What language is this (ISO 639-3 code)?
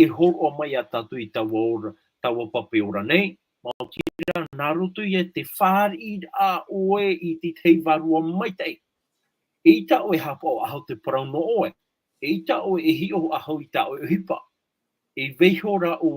tah